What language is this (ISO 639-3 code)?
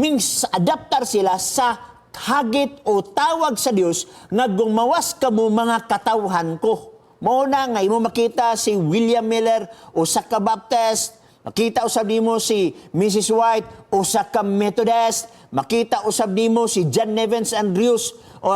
ceb